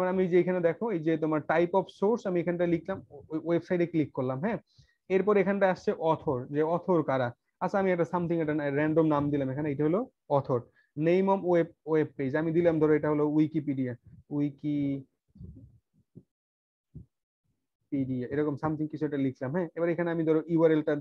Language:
Bangla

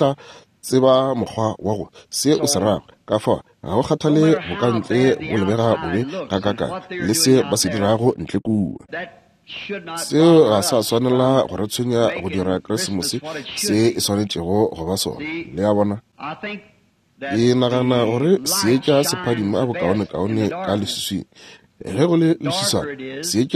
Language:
Northern Sotho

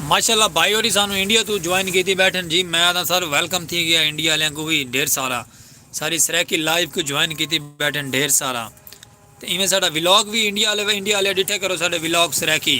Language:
Saraiki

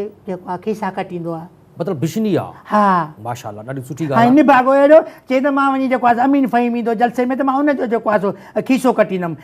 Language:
Sindhi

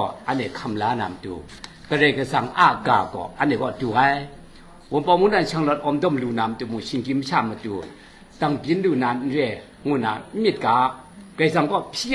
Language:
Kachin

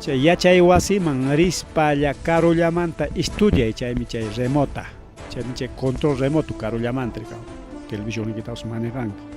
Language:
Ayacucho Quechua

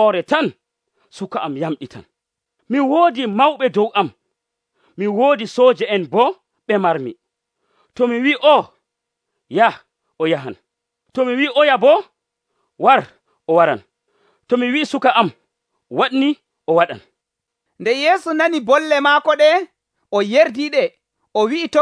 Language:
Nigerian Fulfulde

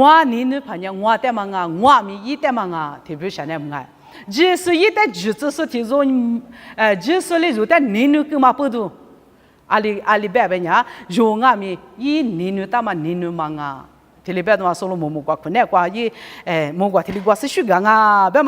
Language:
Lisu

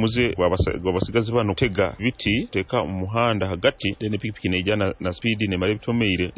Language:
Nyoro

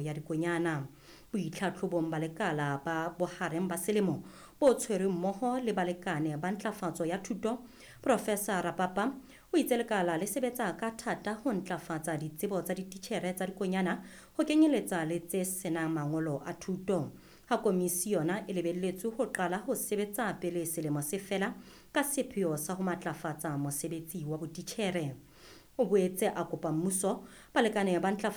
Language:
Southern Sotho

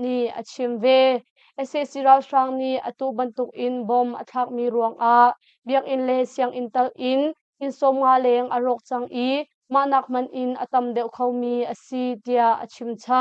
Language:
Hakha Chin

